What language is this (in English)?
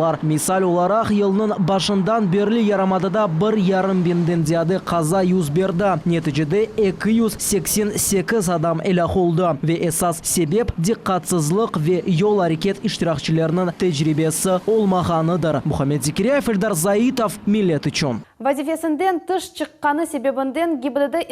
Crimean Tatar